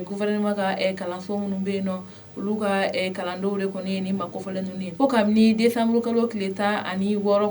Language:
Bambara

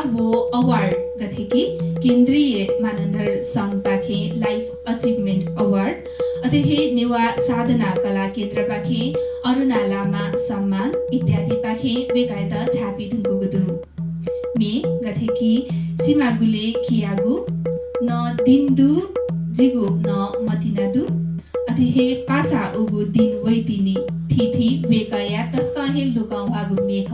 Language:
Newari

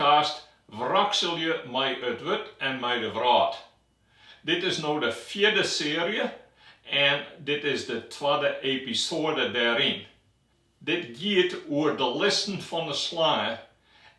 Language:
Western Frisian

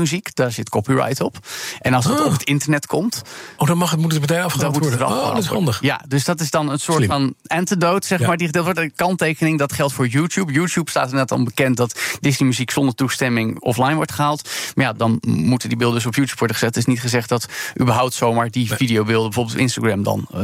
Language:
Dutch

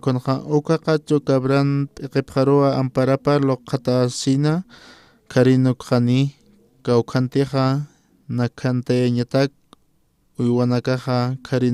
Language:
Aymara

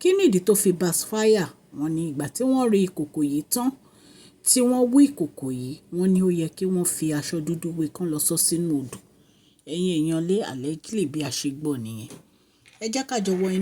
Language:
Yoruba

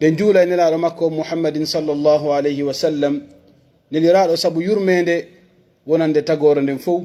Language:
Pular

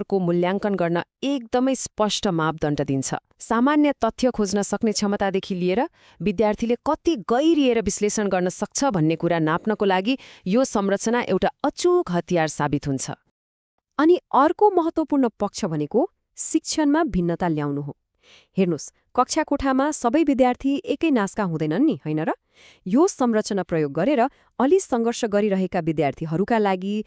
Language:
Nepali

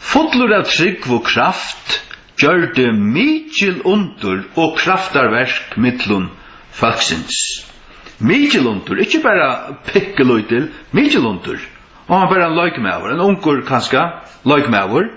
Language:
Faroese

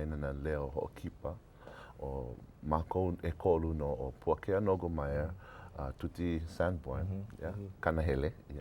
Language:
Hawaiian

